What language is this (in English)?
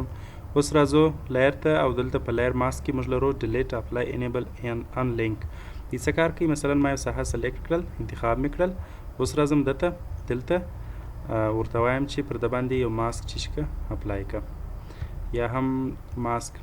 Pashto